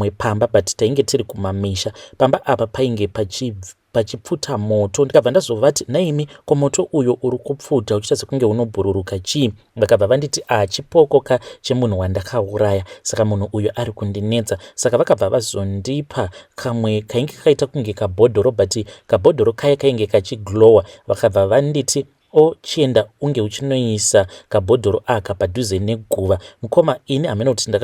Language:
Shona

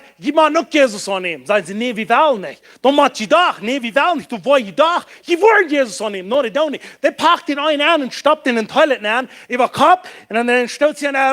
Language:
Plautdietsch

